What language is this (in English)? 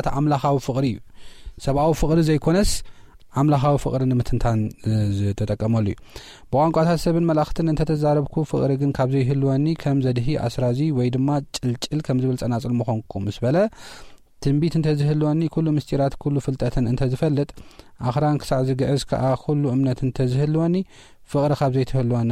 Tigrinya